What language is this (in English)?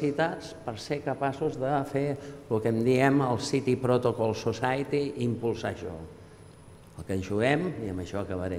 Catalan